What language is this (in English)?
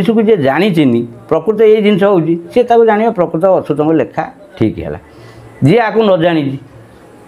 Odia